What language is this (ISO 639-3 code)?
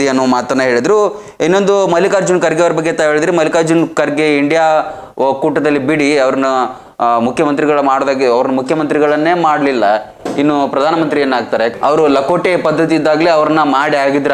kan